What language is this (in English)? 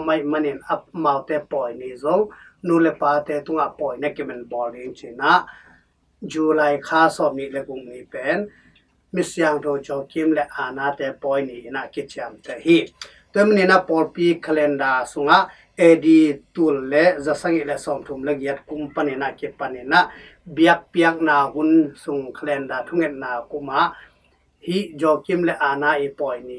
Tedim Chin